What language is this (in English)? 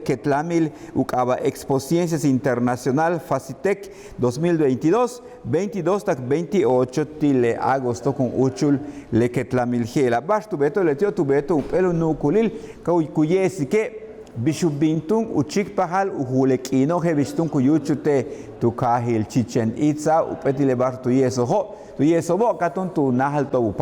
Yucateco